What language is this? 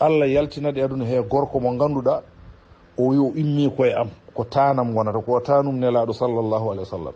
Fula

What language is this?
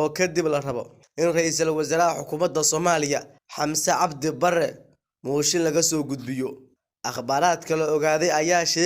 Somali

